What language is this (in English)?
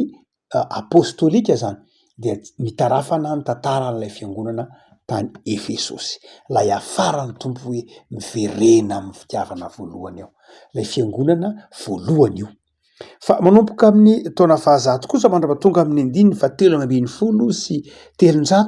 Malagasy